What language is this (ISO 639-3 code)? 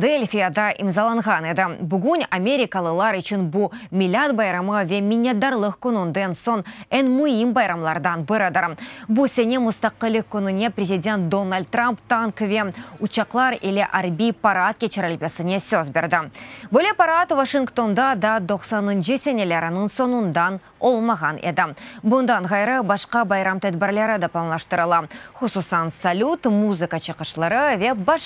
crh